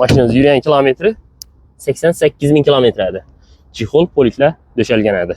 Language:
Uzbek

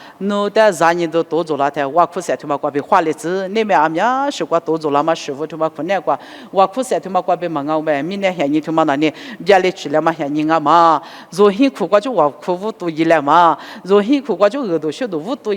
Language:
Lisu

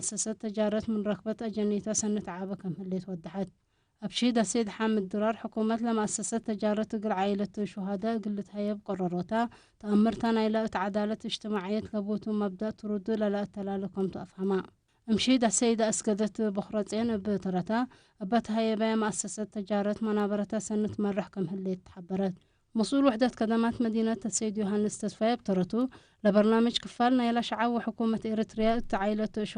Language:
Tigre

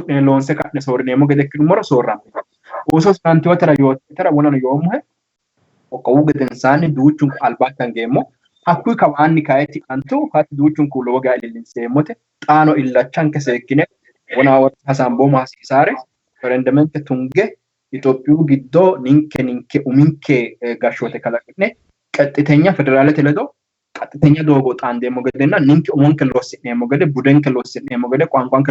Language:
Sidamo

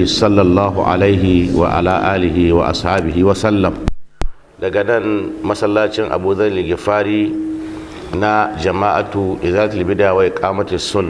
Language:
Hausa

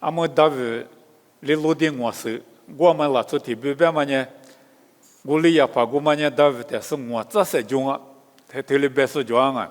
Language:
Lisu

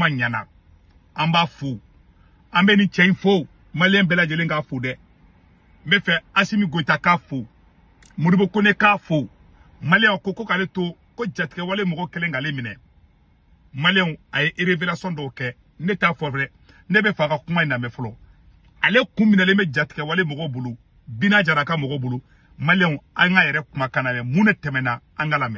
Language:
Bambara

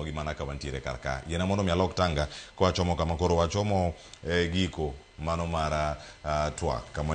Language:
Luo (Kenya and Tanzania)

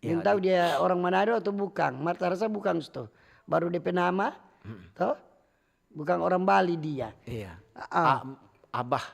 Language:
Manado Malay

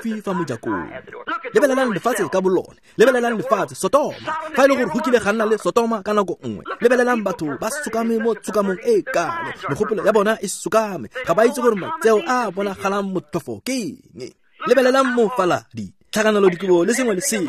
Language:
Tswana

